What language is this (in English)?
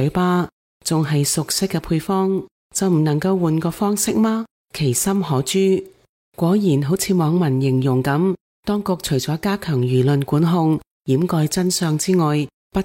Cantonese